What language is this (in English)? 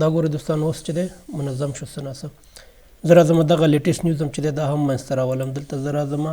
Pashto